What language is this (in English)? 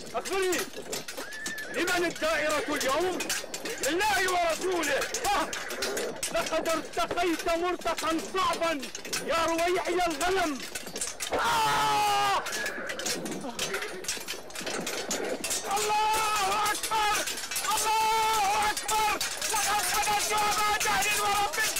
Arabic